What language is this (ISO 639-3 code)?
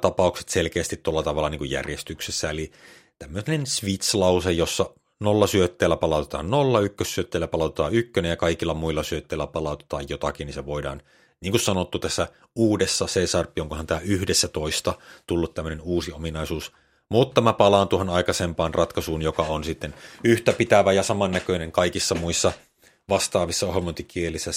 fin